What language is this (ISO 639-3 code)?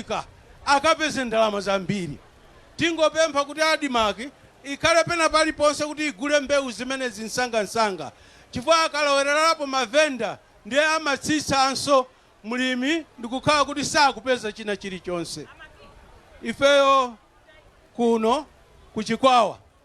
nya